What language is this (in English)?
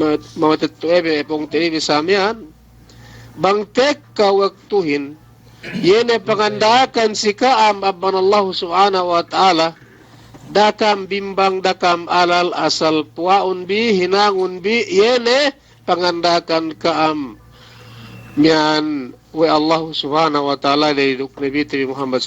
Yakan